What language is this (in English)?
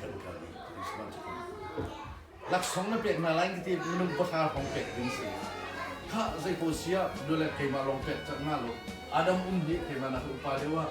Hakha Chin